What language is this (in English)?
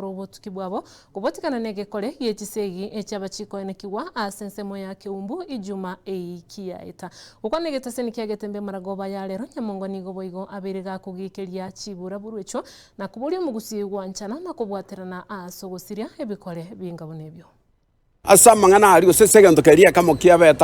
Gusii